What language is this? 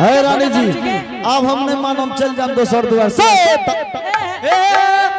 Angika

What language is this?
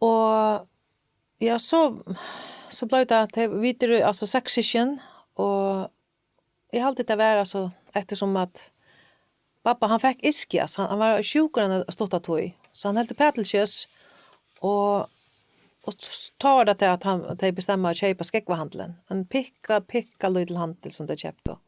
Faroese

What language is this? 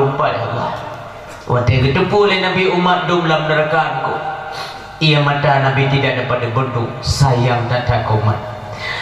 Achinese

